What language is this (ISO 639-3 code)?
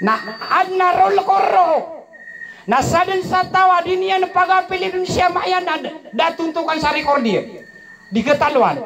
mrw